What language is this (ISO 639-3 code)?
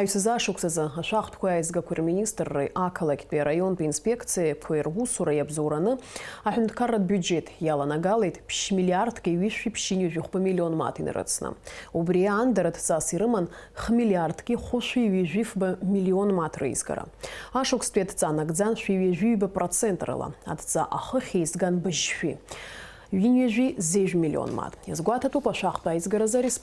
abk